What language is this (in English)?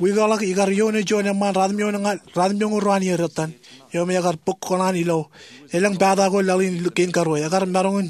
Marshallese